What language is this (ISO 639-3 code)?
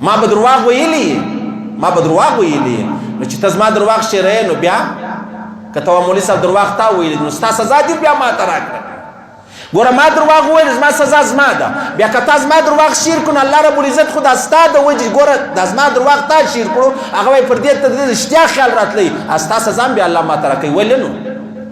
pus